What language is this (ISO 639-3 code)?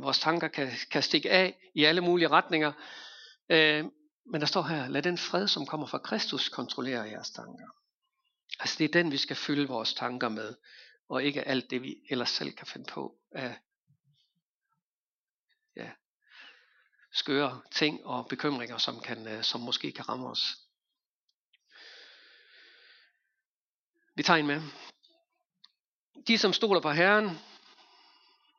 dan